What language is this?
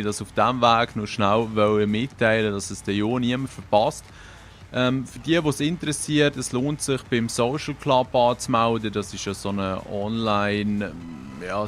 Swiss German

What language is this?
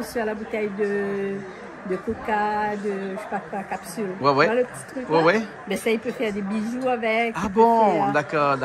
Réunion Creole French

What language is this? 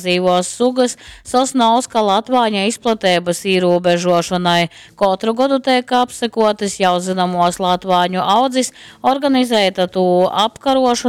Latgalian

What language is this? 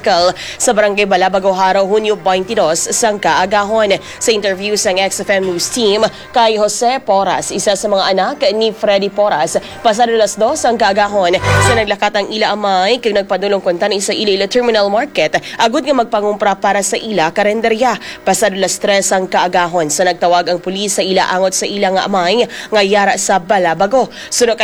Hiligaynon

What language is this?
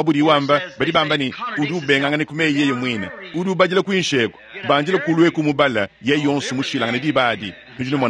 Luba-Lulua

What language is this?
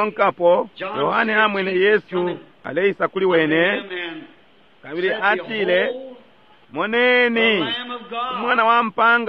Bemba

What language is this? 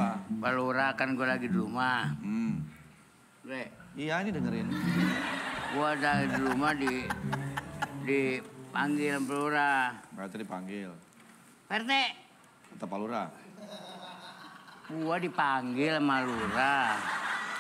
Indonesian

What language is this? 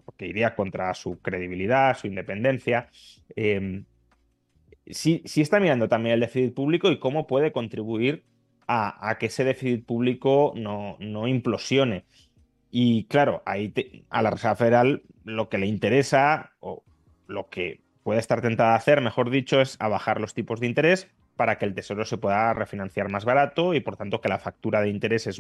Spanish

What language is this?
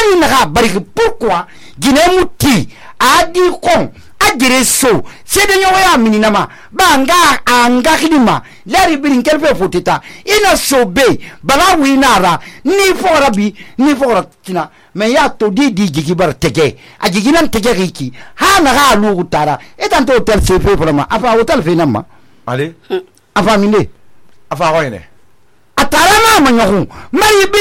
Susu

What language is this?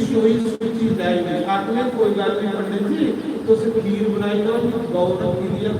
Dogri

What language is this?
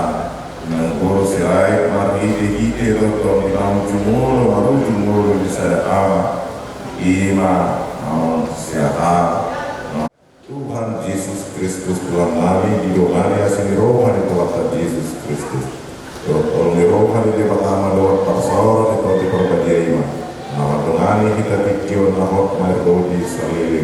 Batak Toba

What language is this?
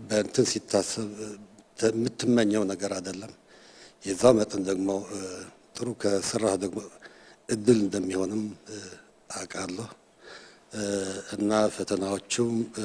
Amharic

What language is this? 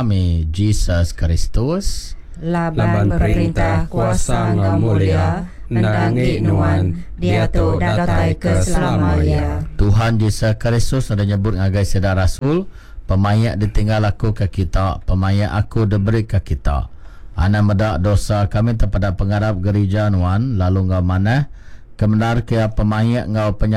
Iban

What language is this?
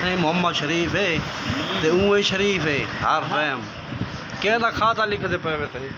Saraiki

